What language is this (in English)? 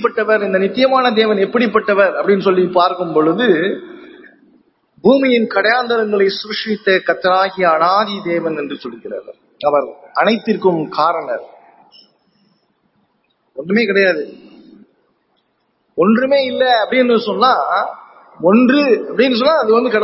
Tamil